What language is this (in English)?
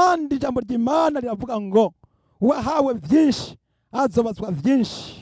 Rundi